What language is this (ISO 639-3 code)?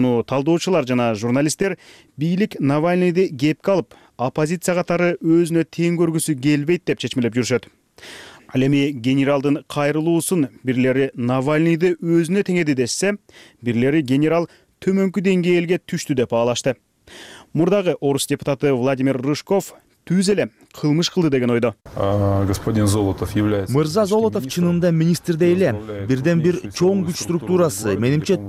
kir